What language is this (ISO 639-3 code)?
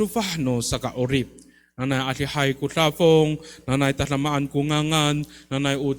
ami